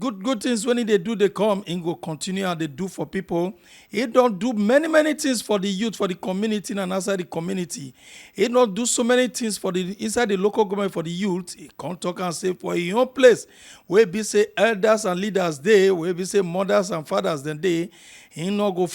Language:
Nigerian Pidgin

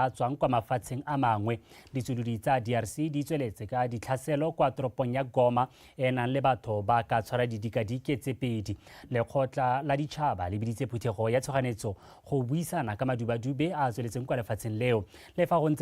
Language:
Tswana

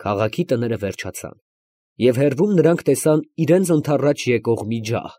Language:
Armenian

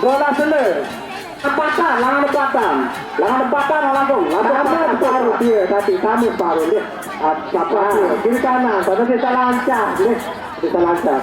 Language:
Sasak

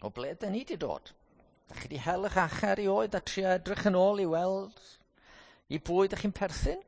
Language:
Welsh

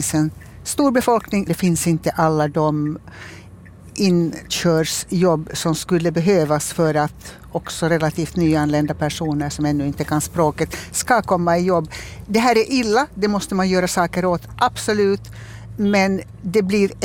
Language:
Swedish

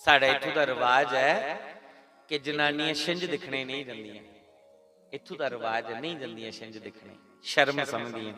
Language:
Dogri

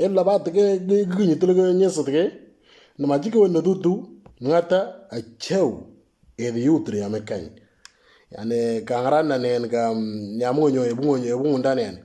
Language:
Moro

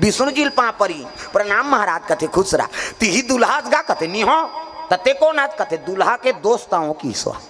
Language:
Chhattisgarhi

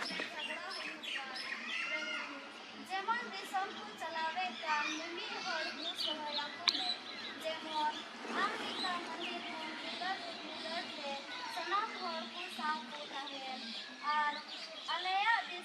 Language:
Santali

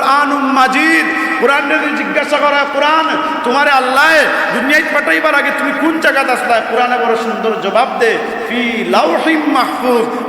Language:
Sylheti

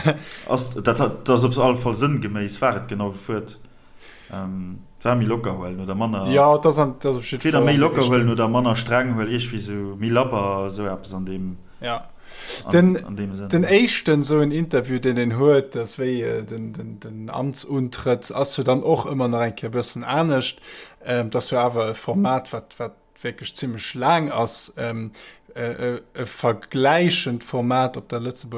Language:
Luxembourgish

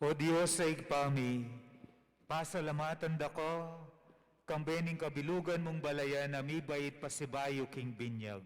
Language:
Pampanga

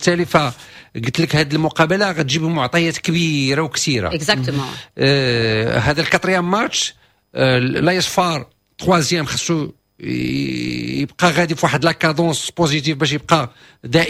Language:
Moroccan Arabic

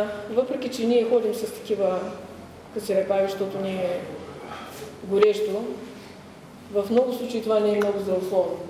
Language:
Bulgarian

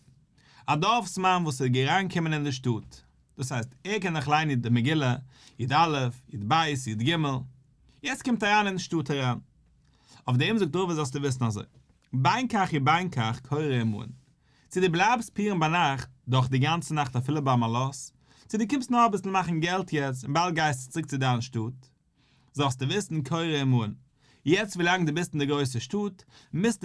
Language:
Yiddish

